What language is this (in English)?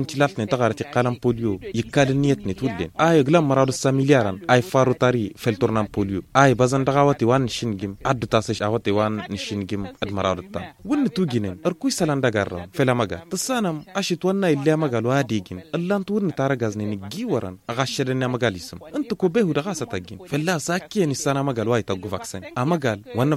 Tamasheq